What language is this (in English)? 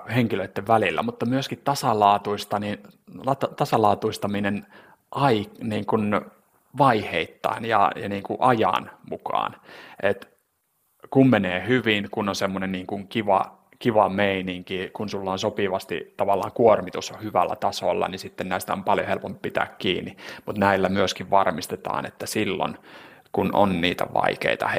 Finnish